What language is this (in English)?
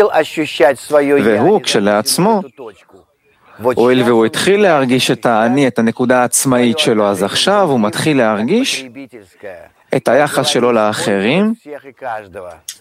Hebrew